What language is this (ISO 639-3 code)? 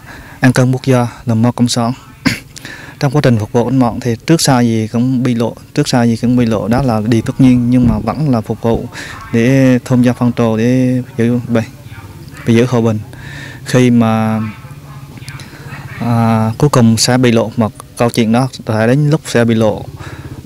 vie